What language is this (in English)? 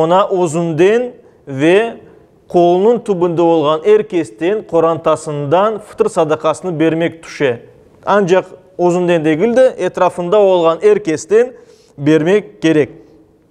Crimean Tatar